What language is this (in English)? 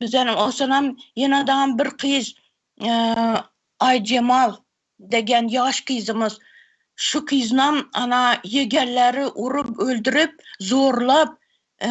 Turkmen